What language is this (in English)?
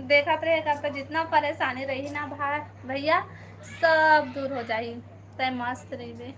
Chhattisgarhi